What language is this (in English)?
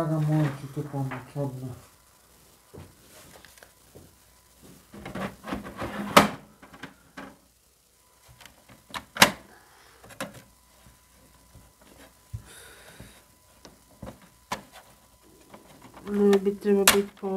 Croatian